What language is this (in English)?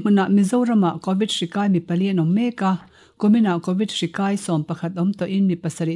Mizo